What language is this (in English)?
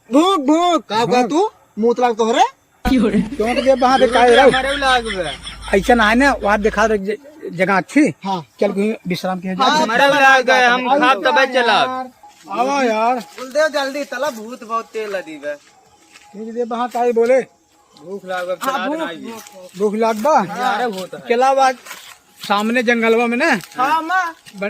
Awadhi